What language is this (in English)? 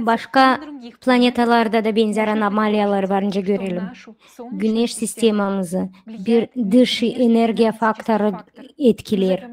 Gagauz